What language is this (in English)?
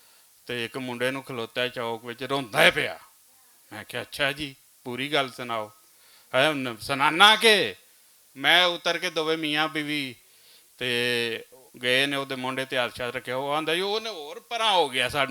Western Panjabi